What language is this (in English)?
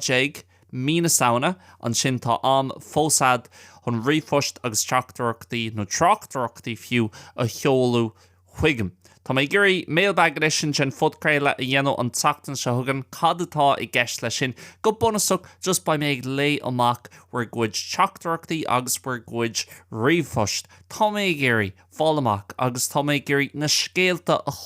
Irish